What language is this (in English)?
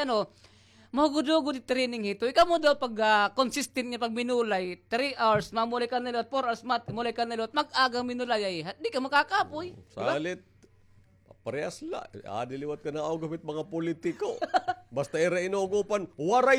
Waray